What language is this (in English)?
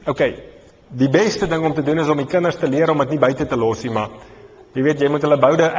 Afrikaans